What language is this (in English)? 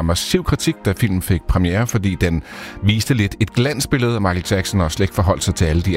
Danish